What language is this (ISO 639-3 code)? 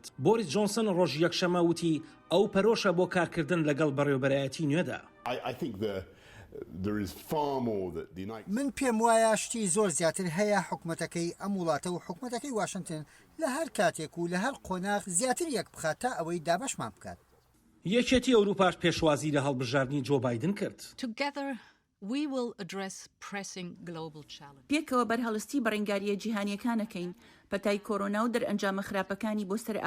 ckb